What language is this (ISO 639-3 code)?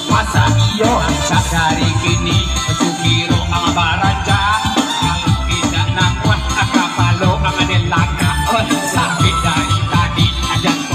min